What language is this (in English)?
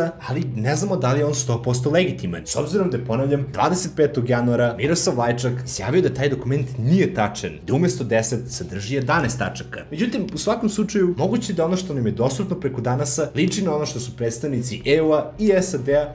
Serbian